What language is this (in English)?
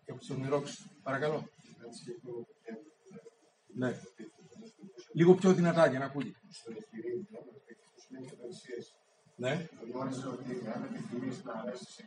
Greek